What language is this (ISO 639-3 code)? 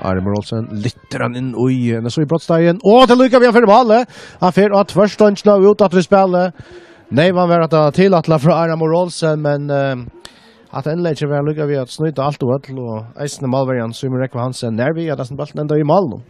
fao